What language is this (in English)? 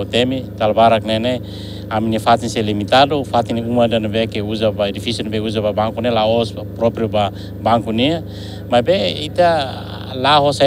Tetum